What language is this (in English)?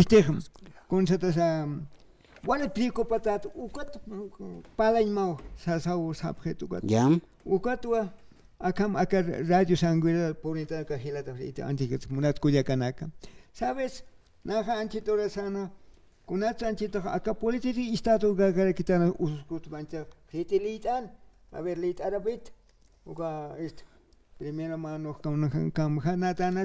Aymara